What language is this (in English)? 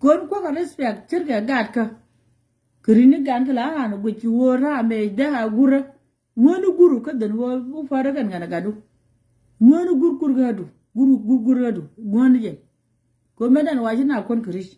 Nuer